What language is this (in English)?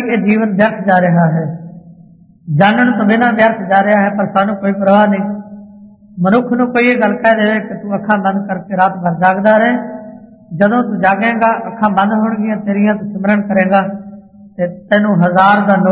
Punjabi